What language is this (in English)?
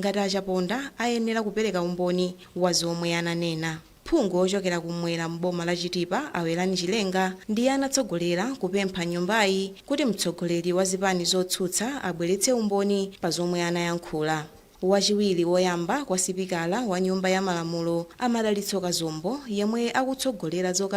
Nyanja